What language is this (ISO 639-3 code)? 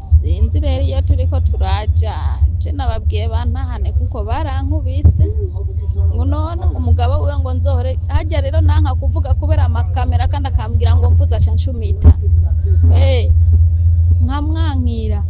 run